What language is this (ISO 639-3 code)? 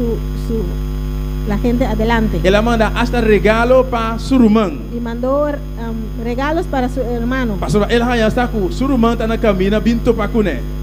pap